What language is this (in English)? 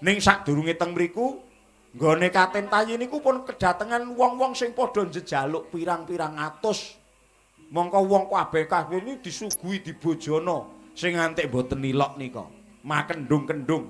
Javanese